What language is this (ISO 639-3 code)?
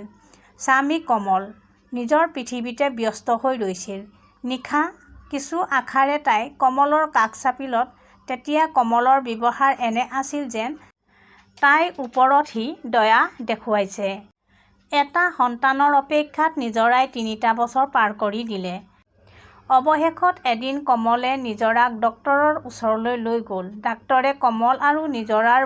asm